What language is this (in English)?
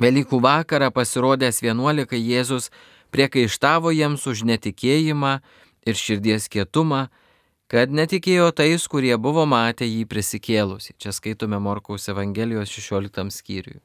Lithuanian